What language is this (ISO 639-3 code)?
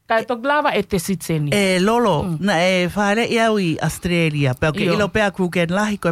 ton